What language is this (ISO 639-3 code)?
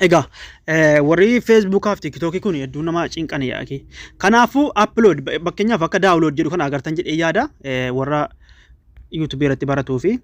orm